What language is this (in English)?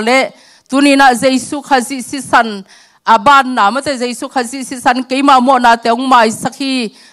Tedim Chin